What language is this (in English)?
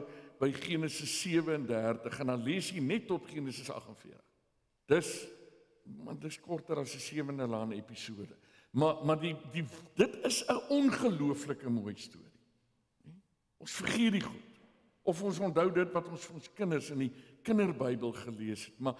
Afrikaans